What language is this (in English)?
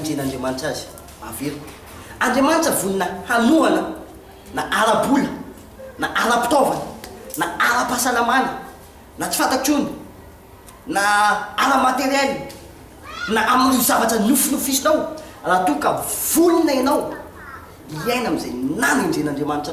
Malagasy